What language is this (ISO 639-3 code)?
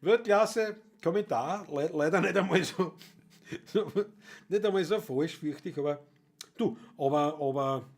bar